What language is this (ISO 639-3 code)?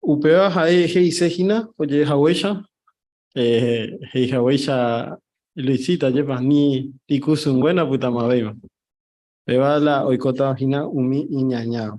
grn